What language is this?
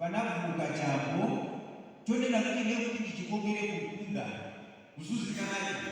Nyanja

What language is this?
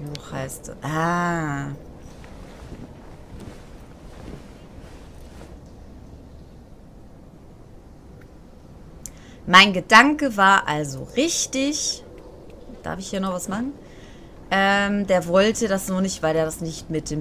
German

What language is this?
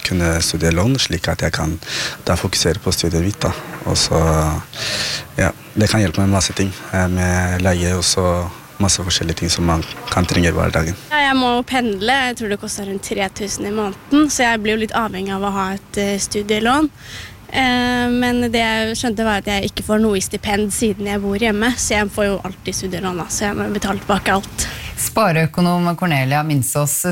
Norwegian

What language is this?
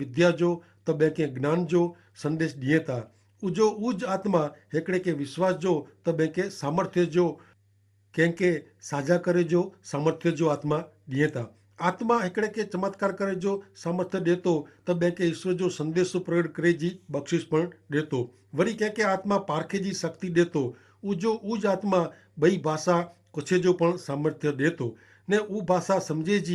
Kachhi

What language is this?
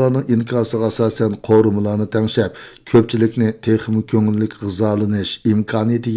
Uyghur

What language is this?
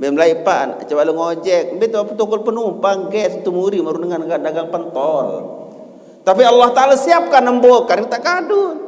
Sasak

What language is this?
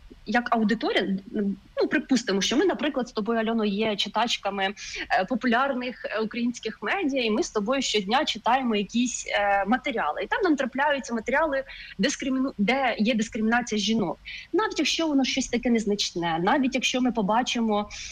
Ukrainian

